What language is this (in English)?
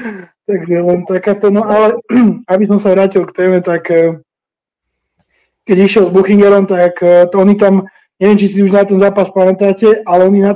Slovak